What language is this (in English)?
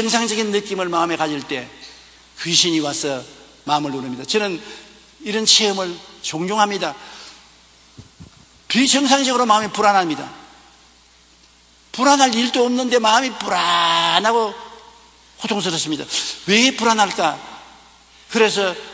Korean